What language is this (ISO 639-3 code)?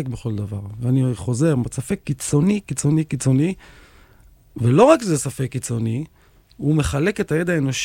heb